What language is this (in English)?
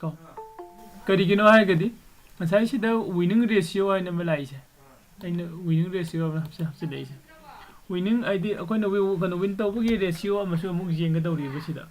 Manipuri